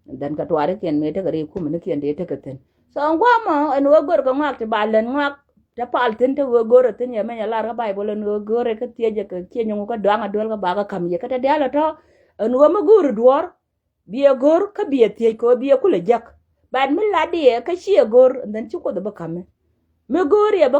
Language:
Nuer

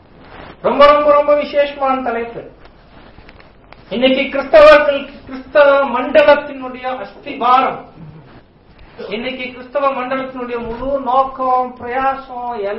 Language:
Tamil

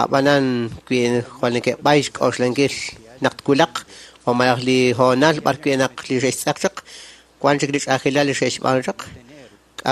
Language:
Kekchí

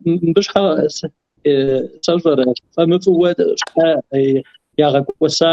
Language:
Kabardian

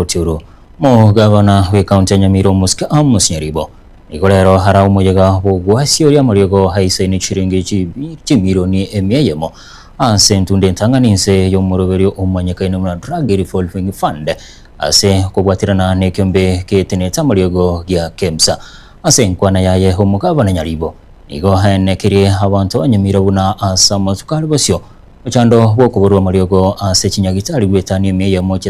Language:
Gusii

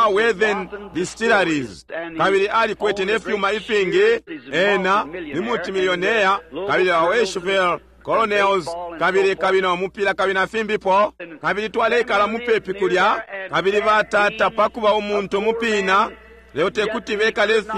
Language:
Bemba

